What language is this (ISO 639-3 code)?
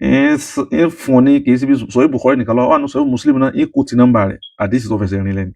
yor